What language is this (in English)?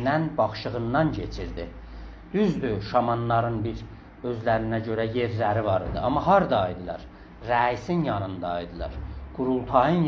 South Azerbaijani